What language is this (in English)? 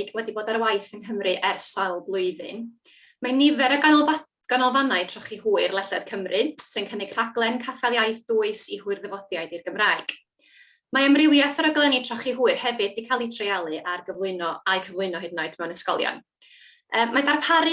Welsh